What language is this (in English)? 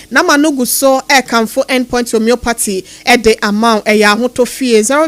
Akan